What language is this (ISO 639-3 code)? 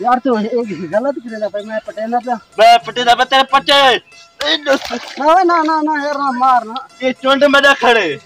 skr